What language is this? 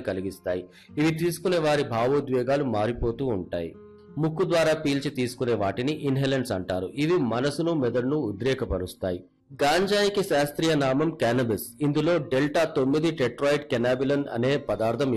Telugu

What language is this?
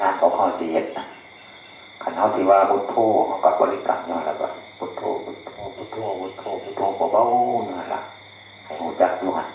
Northeastern Thai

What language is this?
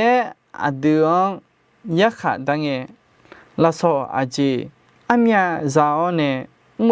Akha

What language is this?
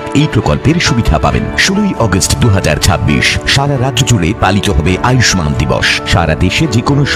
Bangla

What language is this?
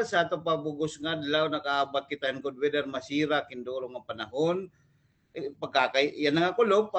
Waray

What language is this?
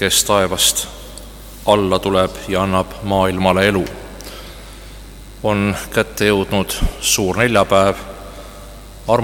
Estonian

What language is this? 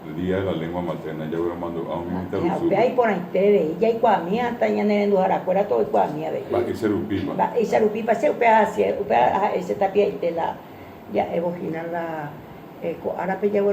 Guarani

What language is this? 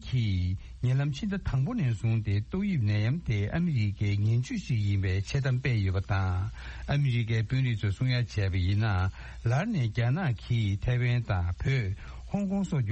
Tibetan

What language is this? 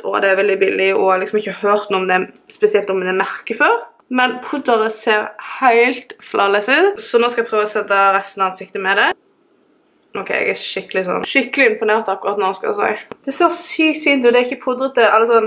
Norwegian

